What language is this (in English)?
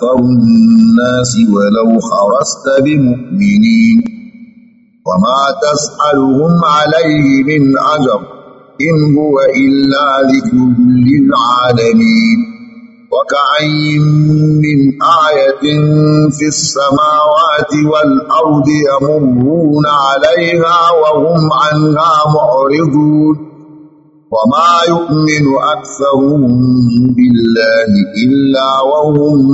Arabic